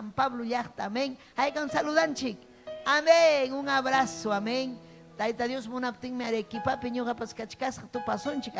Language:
Ayacucho Quechua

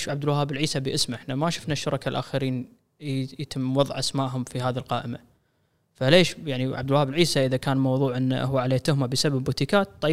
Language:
Gulf Arabic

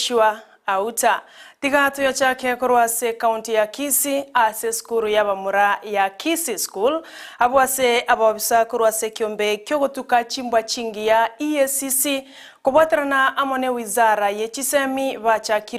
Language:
Gusii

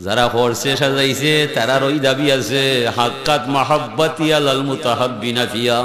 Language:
Sylheti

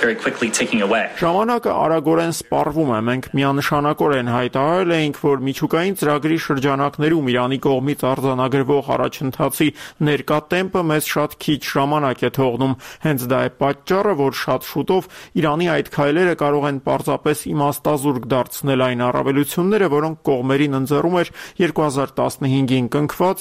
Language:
Armenian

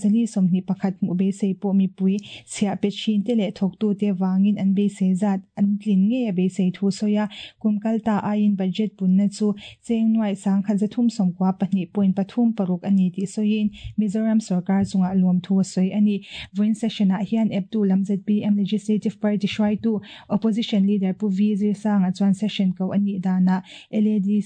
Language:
Mizo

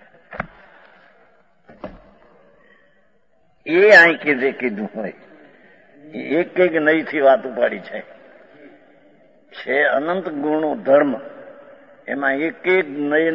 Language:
Gujarati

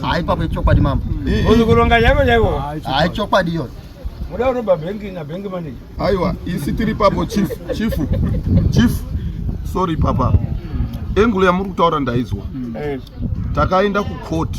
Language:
Shona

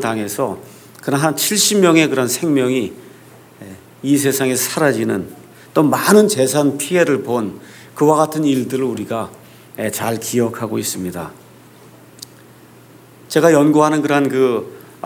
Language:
Korean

